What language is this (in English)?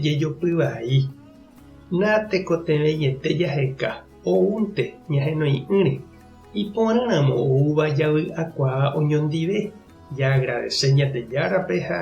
Guarani